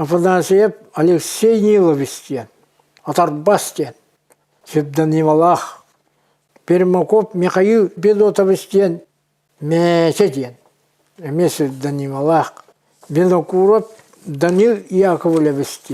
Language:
Yakut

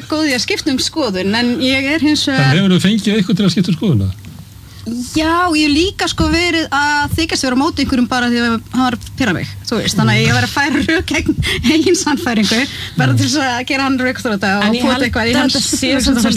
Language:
Icelandic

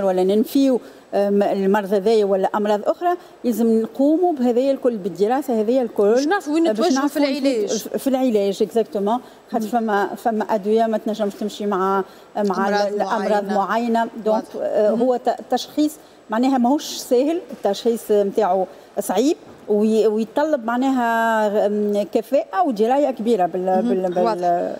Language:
Tunisian Arabic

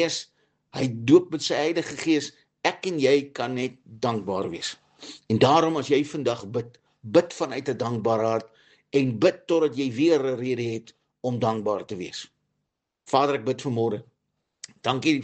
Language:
Afrikaans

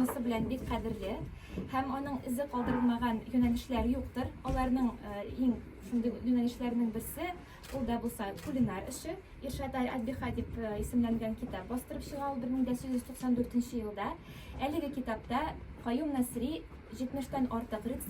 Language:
Tatar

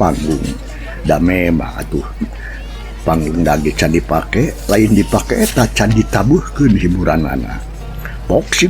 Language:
Sundanese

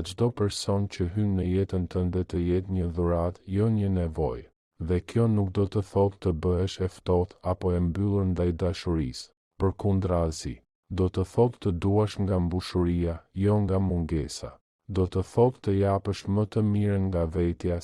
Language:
Albanian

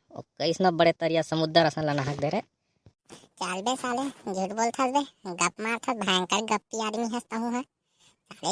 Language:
Chhattisgarhi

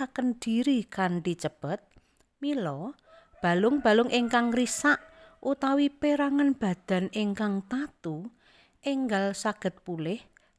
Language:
Javanese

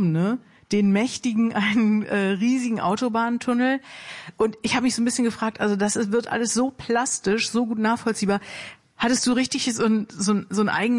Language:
German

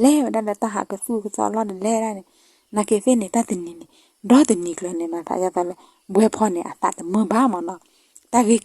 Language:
S'gaw Karen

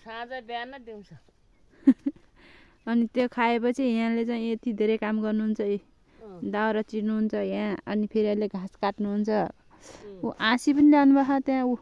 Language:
Nepali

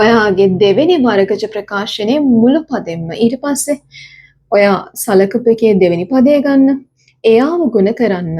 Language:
Sinhala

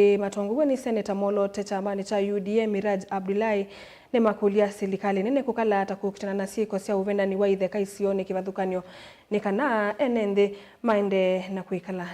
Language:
Kamba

